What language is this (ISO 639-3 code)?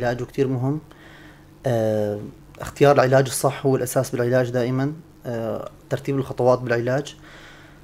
apc